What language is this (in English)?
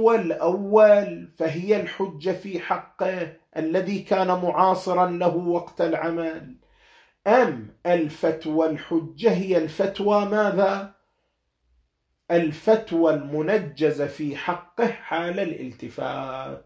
Arabic